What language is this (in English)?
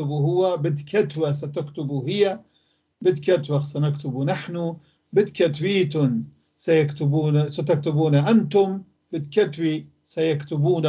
North Levantine Arabic